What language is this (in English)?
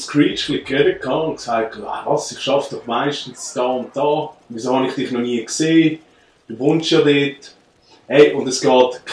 Swiss German